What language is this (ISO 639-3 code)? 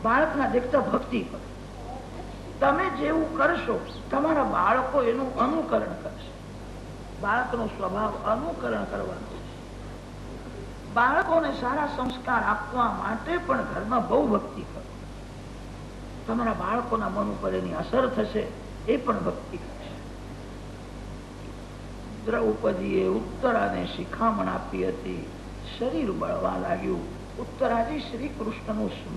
guj